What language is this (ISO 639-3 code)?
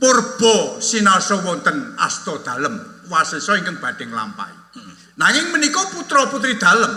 jav